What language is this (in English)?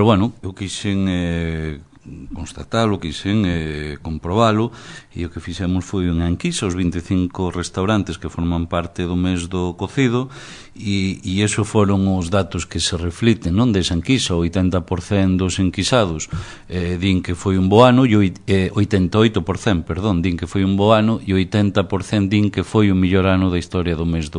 Galician